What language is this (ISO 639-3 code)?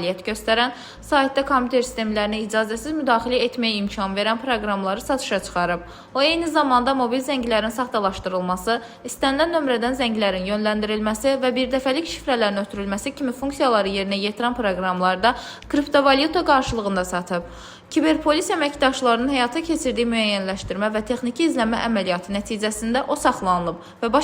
aze